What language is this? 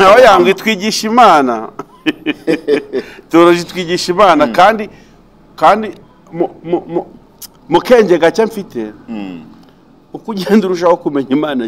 Kinyarwanda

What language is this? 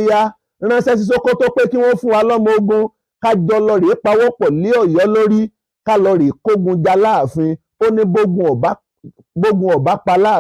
Yoruba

